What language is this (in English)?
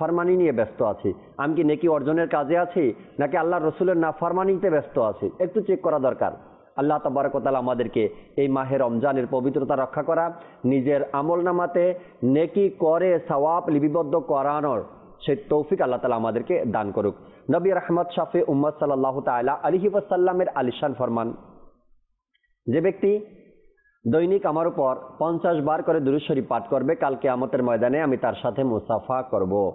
Bangla